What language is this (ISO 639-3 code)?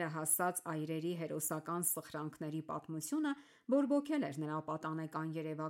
hye